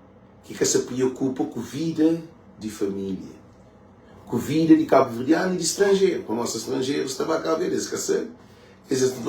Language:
Kabuverdianu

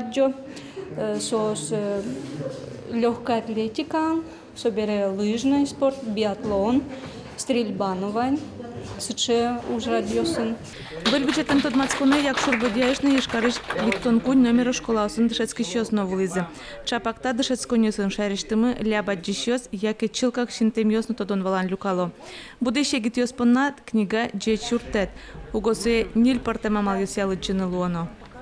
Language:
Udmurt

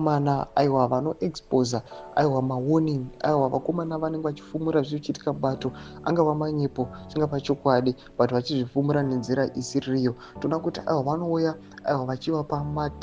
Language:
Shona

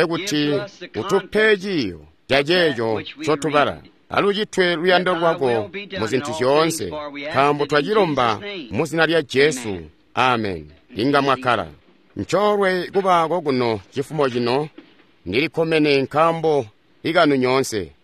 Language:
Tonga (Zambia)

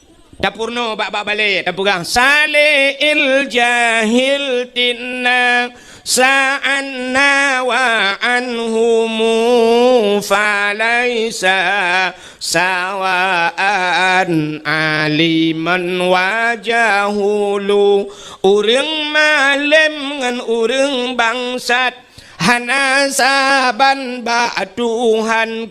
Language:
Achinese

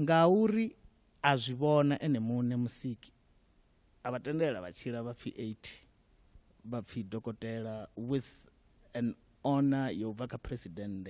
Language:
Venda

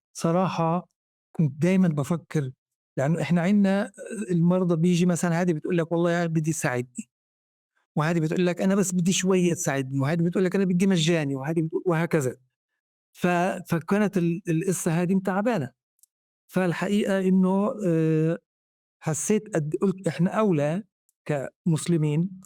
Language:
North Levantine Arabic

